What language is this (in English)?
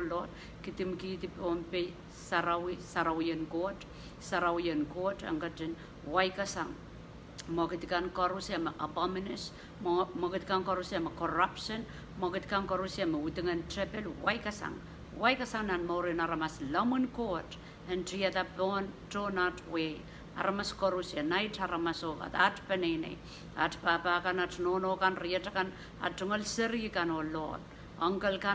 Pohnpeian